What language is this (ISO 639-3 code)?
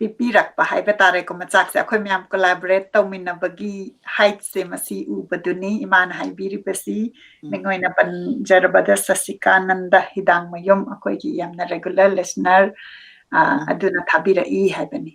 mni